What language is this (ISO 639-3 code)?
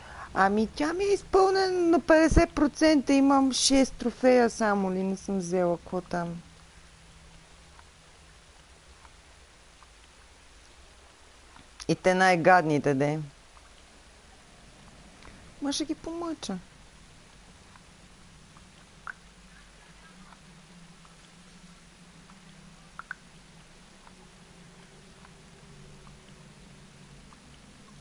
bul